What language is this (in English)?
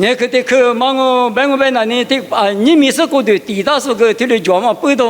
Lisu